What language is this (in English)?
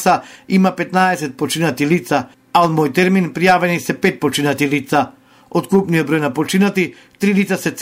Macedonian